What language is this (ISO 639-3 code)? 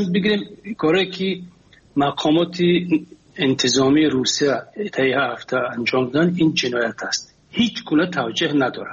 fas